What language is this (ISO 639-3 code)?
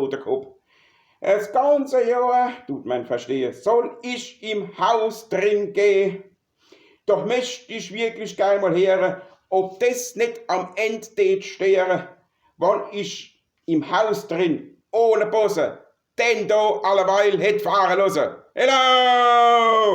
pfl